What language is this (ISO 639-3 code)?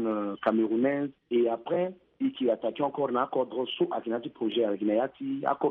sag